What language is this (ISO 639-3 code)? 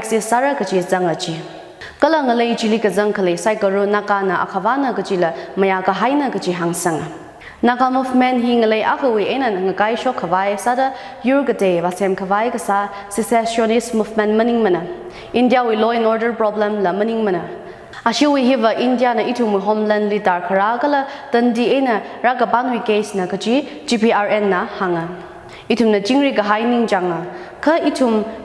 nmf